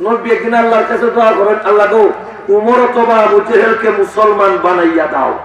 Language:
Sylheti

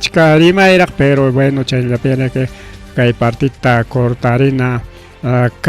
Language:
Ayacucho Quechua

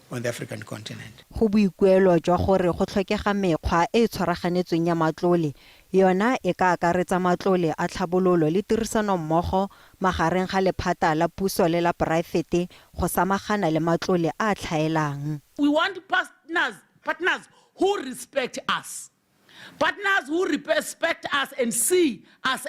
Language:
Tswana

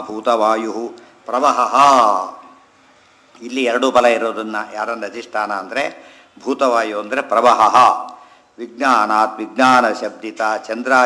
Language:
Kannada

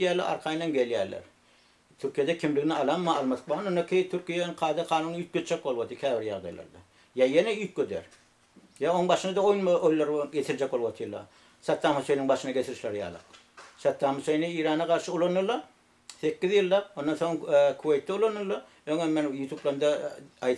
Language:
Turkmen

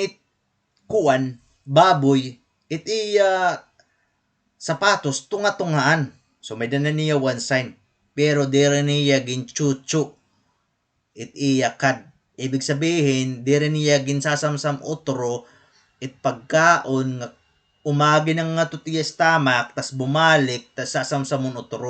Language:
Waray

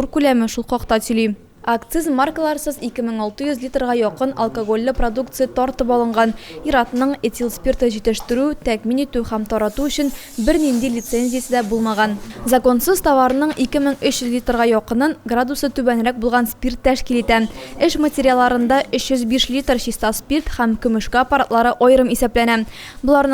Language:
Tatar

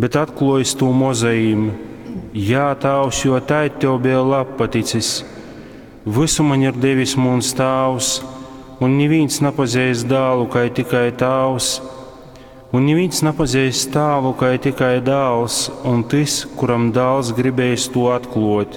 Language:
Latgalian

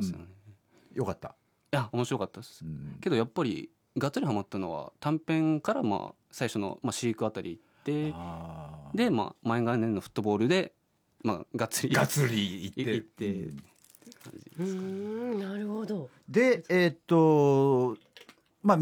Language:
Japanese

